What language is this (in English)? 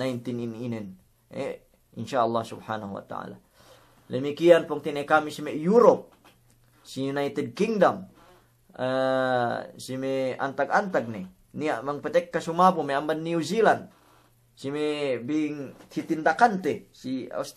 Yakan